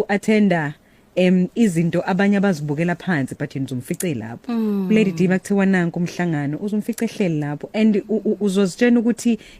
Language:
Zulu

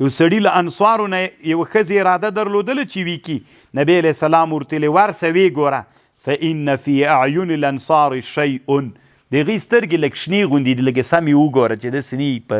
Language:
Pashto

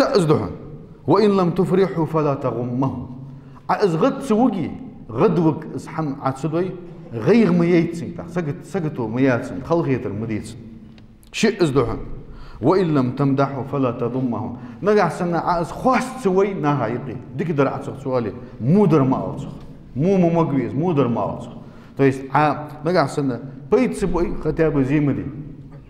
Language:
Ingush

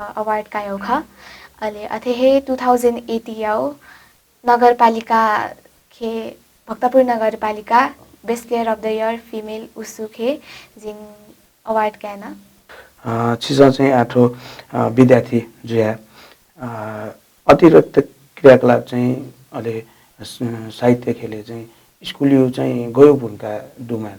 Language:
Newari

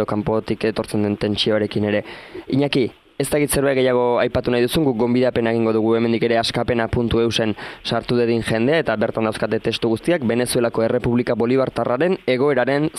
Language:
Basque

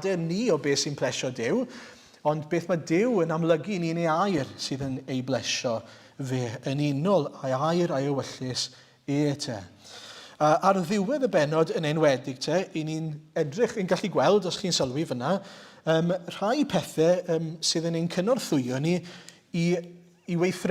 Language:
Welsh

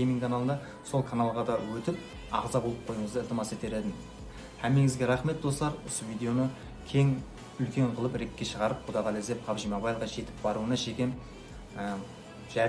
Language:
Kara-Kalpak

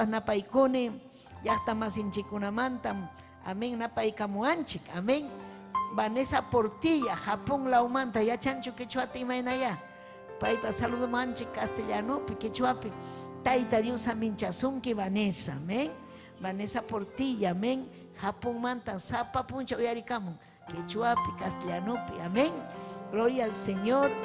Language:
Ayacucho Quechua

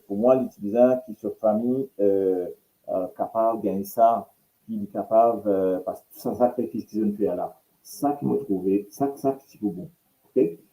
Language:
Morisyen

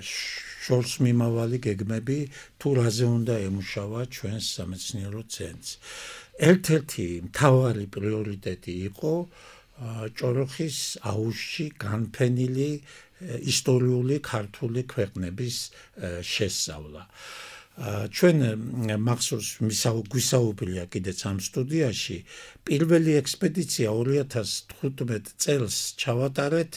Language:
Georgian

